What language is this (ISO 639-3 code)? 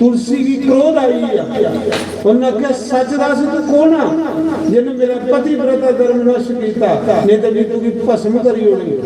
doi